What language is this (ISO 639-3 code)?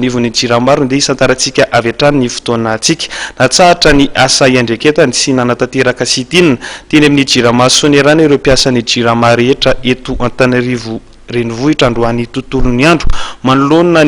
mlg